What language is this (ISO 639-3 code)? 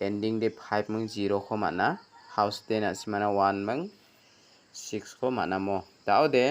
grt